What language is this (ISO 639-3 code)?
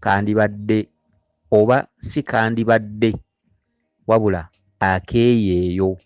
lug